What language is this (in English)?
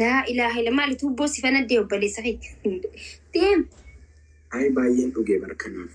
Oromo